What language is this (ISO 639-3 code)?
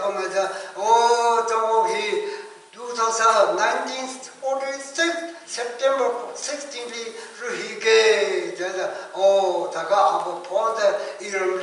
nmf